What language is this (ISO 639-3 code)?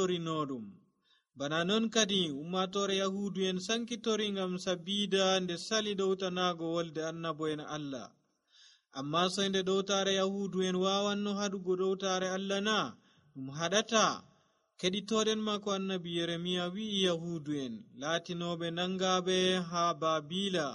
fuv